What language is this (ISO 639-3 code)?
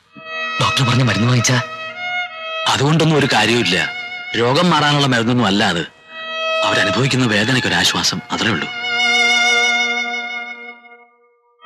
mal